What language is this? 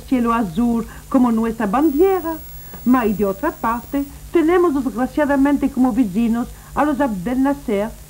Ladino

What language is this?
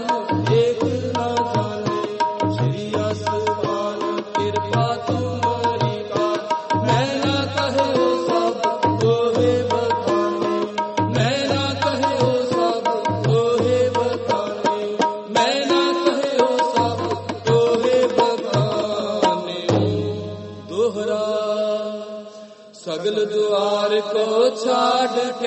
Punjabi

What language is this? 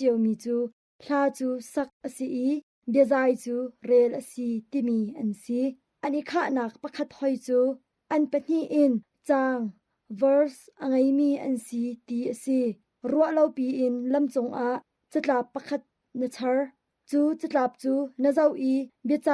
Hakha Chin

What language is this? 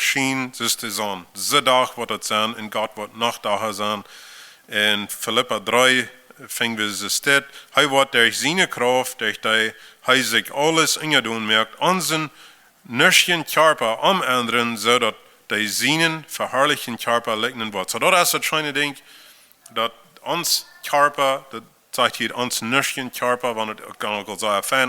Plautdietsch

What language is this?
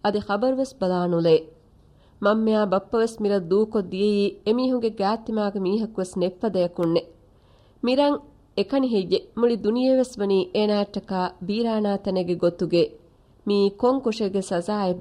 Divehi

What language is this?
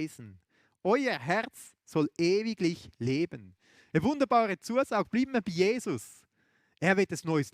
Swiss German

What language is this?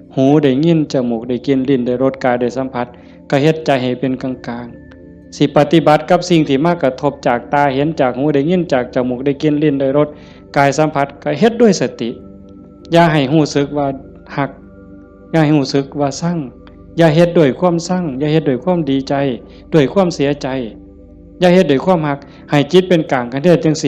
Northeastern Thai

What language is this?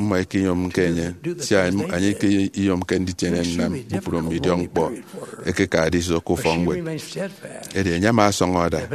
Efik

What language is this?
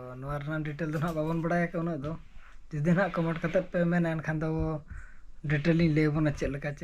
Santali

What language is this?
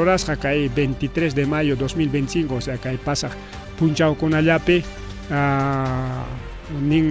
Ayacucho Quechua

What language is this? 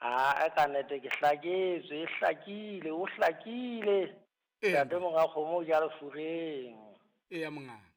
Southern Sotho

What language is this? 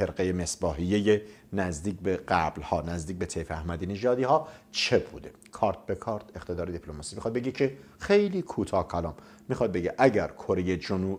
Persian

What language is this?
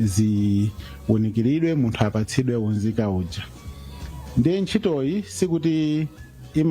Nyanja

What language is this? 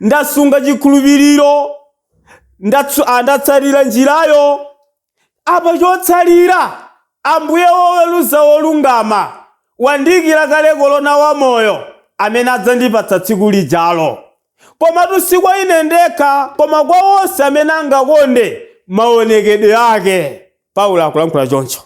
Nyanja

